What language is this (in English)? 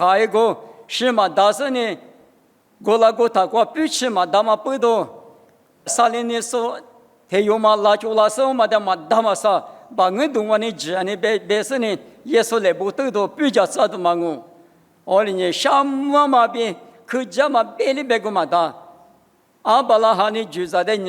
Lisu